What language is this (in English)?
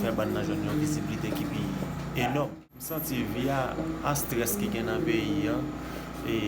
Haitian Creole